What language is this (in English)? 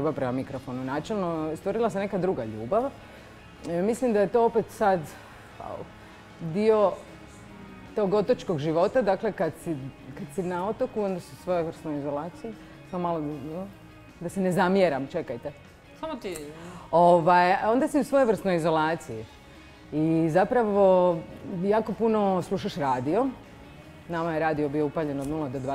Croatian